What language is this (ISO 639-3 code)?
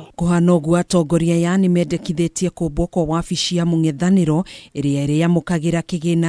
kik